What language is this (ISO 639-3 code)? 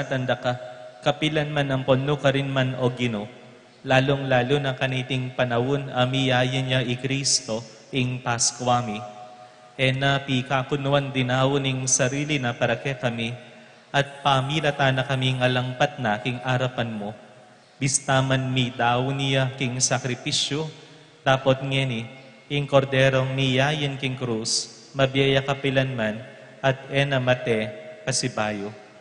pam